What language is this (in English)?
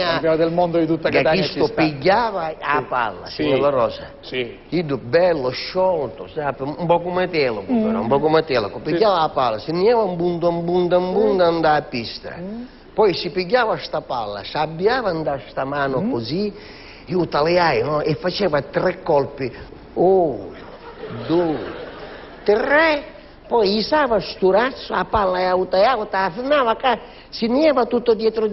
Sicilian